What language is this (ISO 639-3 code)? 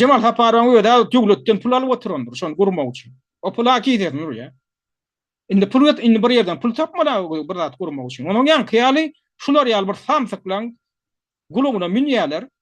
tuk